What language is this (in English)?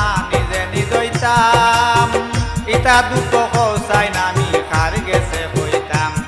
Sylheti